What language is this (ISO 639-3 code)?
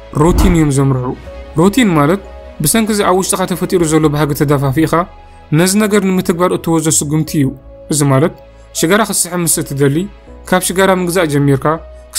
tir